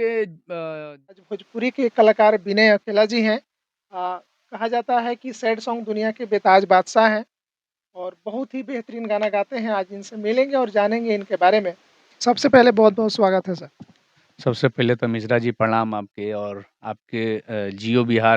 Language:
Bhojpuri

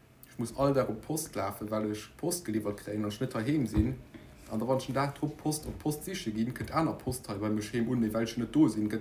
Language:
Luxembourgish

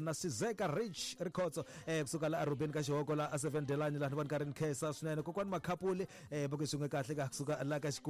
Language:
Tsonga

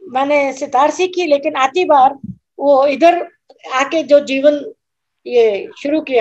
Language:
Hindi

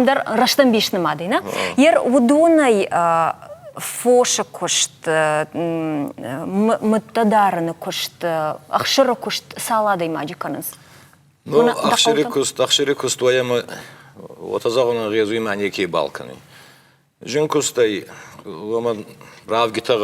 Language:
Ossetic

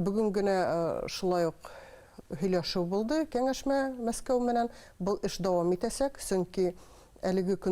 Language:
Bashkir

